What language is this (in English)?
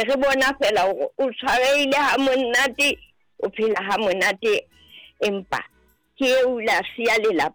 Southern Sotho